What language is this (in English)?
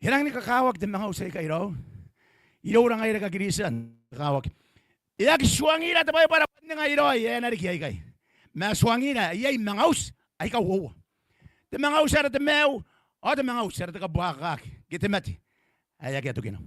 Gilbertese